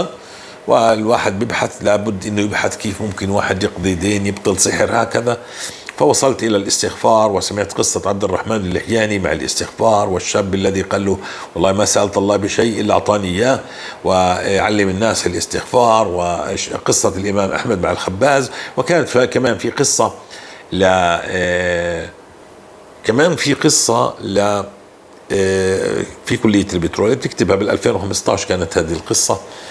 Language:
North Levantine Arabic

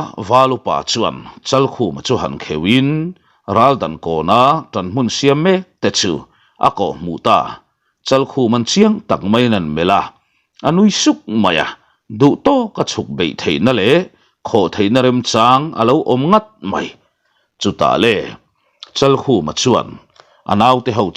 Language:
Mizo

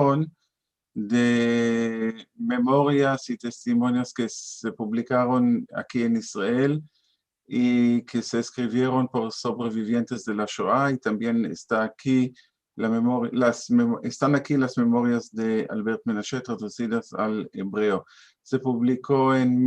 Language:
Ladino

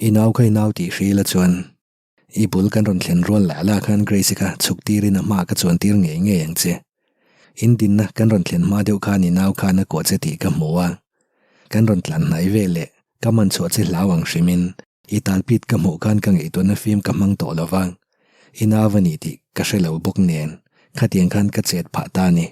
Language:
Mizo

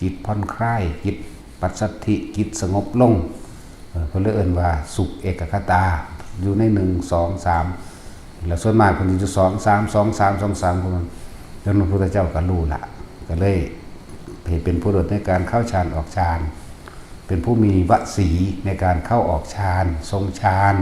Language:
Northeastern Thai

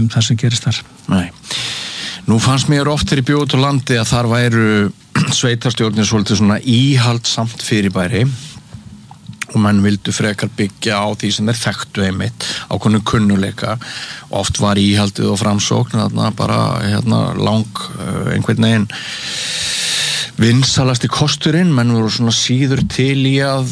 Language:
Icelandic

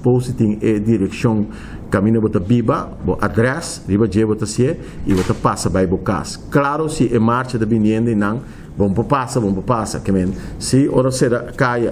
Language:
Papiamento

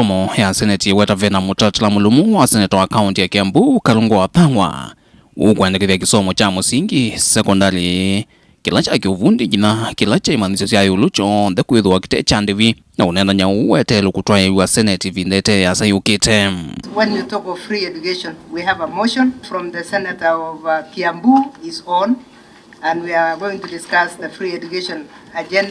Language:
Kamba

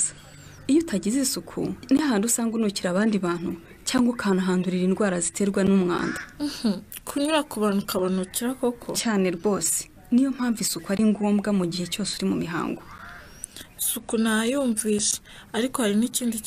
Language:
Kinyarwanda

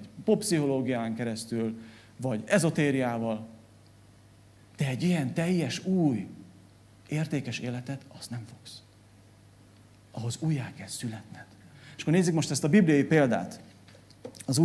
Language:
Hungarian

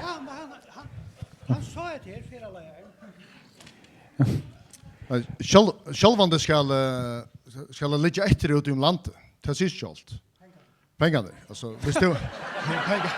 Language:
Faroese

